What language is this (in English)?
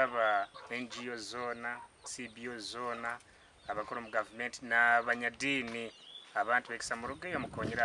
Nyankole